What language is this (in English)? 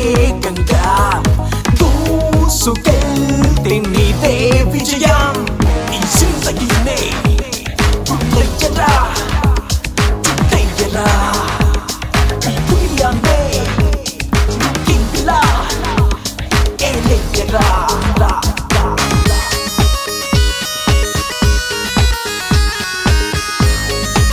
Telugu